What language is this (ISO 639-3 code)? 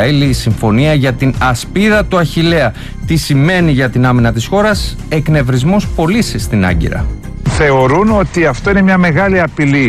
ell